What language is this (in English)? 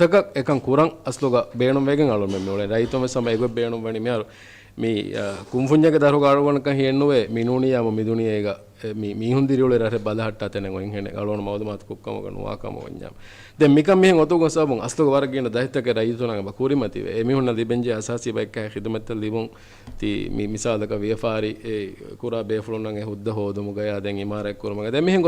Divehi